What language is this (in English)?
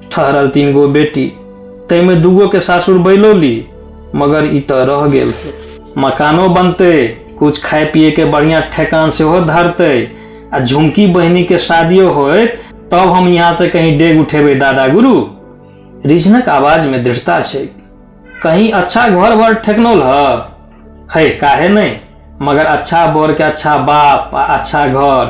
Maithili